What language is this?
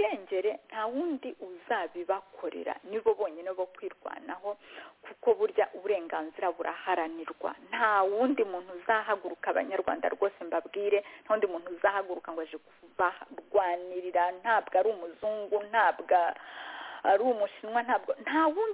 Kinyarwanda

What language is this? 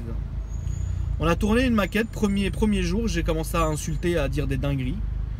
French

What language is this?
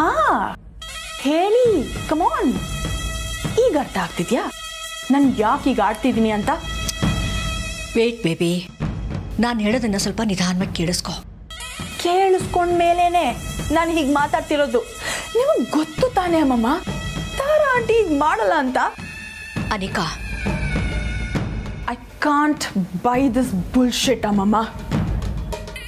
Kannada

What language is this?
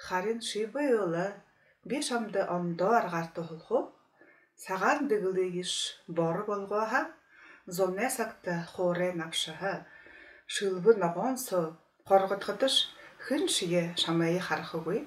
Buriat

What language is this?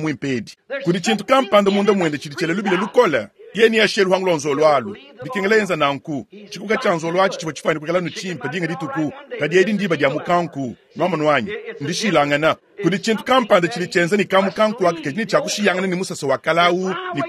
Luba-Lulua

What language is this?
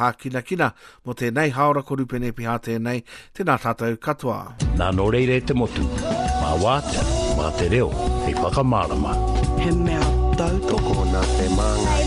Māori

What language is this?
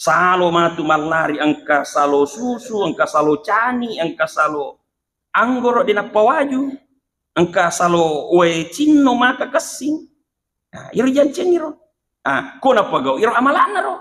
Buginese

